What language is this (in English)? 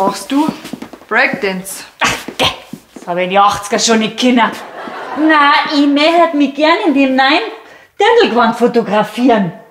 Bavarian